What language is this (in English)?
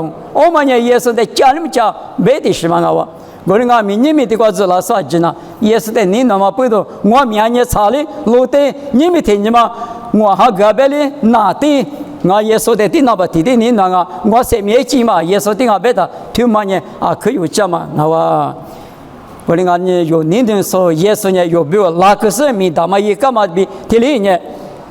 Lisu